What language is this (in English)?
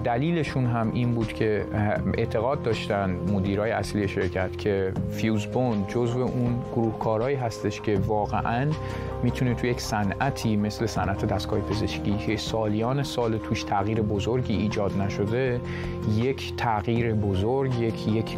Persian